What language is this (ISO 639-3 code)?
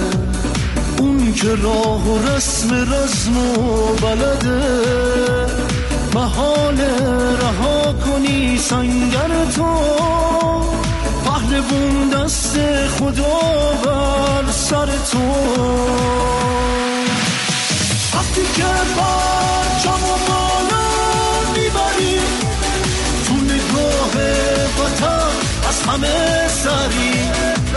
fas